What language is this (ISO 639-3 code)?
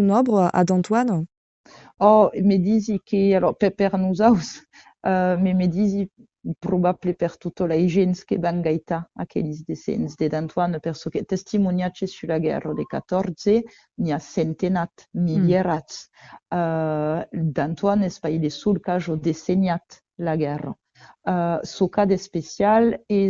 oci